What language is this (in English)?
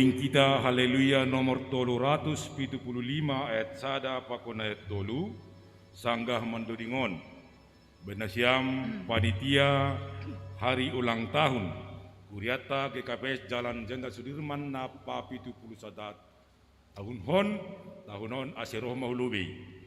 Batak Simalungun